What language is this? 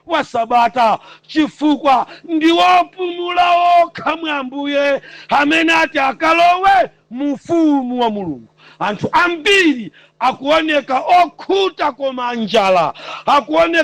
Nyanja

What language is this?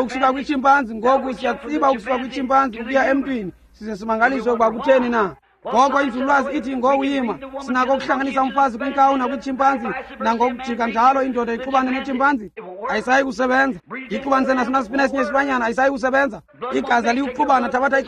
Xhosa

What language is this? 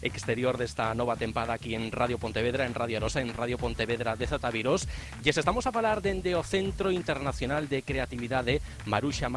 Galician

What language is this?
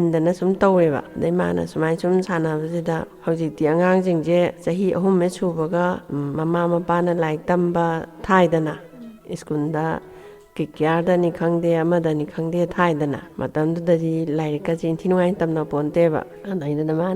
Manipuri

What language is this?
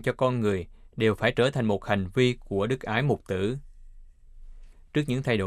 Vietnamese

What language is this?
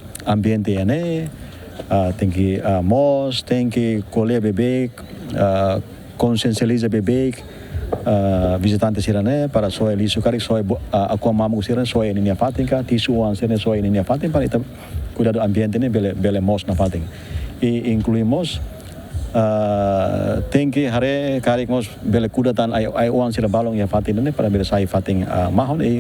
Tetum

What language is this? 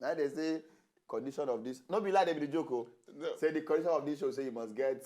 Nigerian Pidgin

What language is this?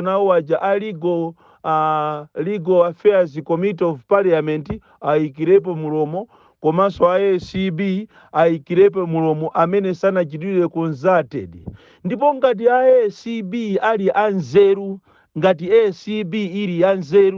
Nyanja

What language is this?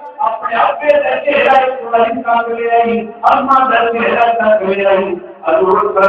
Saraiki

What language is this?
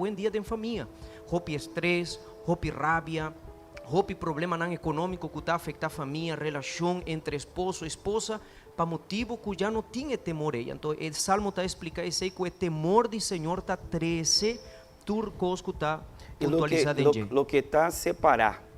Papiamento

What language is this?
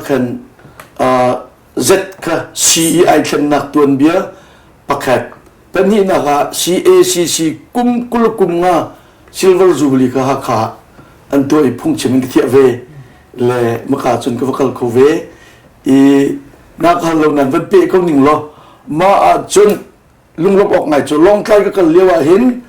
Hakha Chin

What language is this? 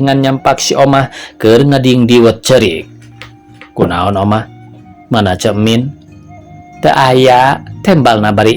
Sundanese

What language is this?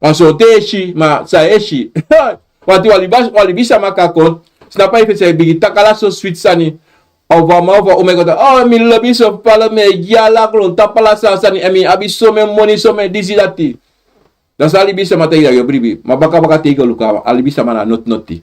Sranan Tongo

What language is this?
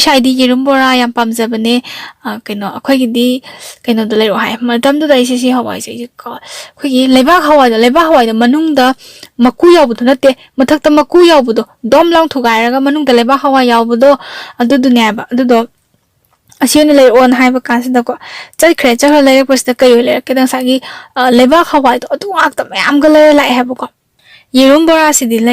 Manipuri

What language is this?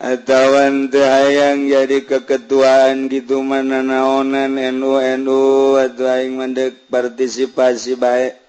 Sundanese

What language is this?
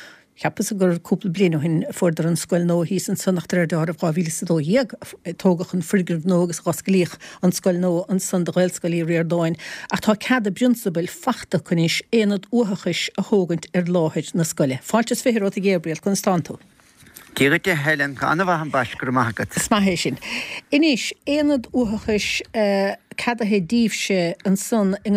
Irish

